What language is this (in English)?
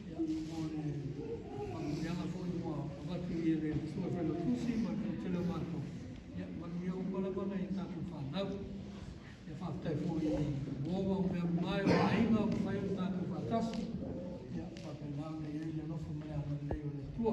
Samoan